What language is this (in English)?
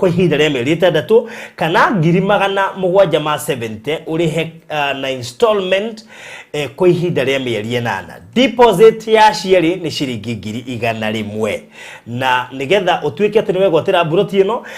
Kikuyu